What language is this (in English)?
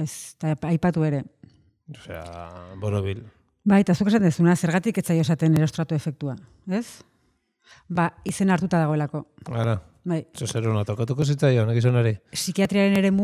Basque